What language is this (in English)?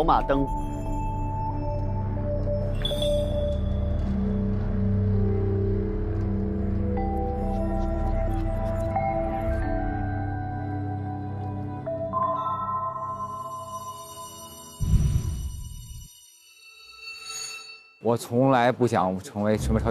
Chinese